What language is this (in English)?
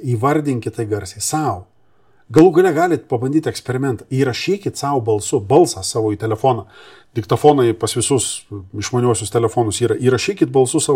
Lithuanian